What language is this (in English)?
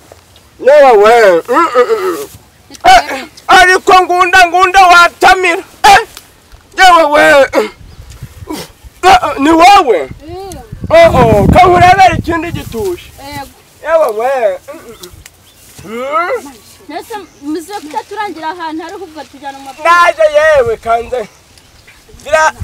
Kinyarwanda